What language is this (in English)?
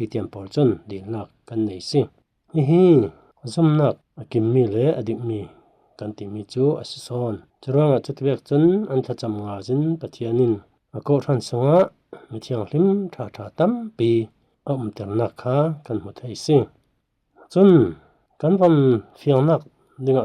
Falam Chin